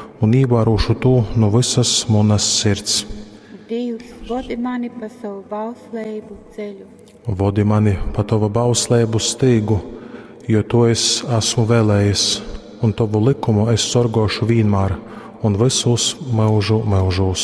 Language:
Latgalian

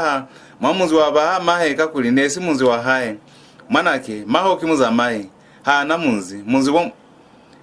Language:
Lozi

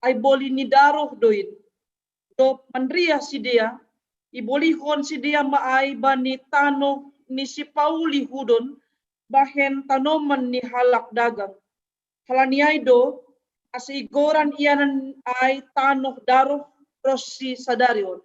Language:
Batak Simalungun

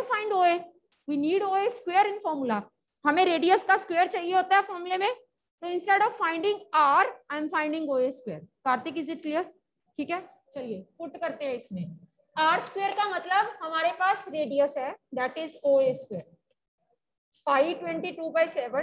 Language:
Hindi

